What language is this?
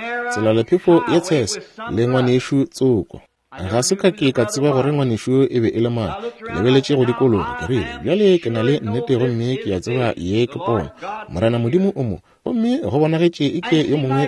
Northern Sotho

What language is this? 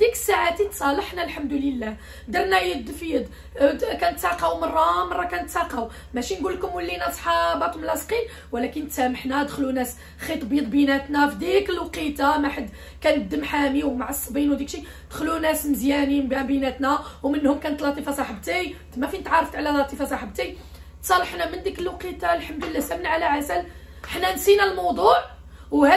Moroccan Arabic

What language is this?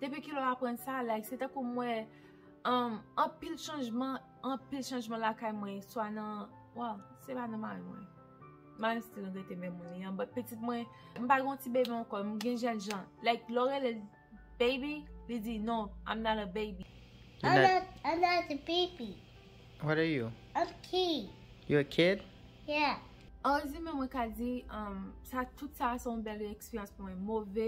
Haitian Creole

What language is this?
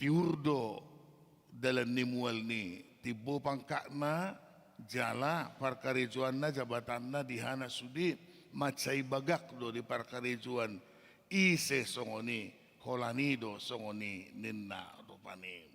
Batak Toba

